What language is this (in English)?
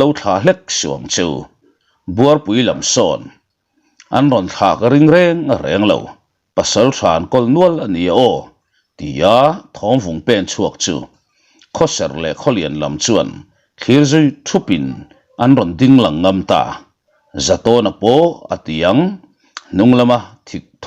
Mizo